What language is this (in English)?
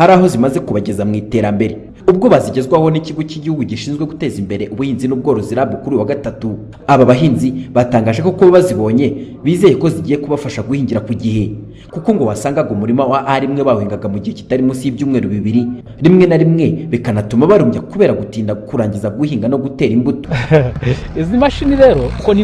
Kinyarwanda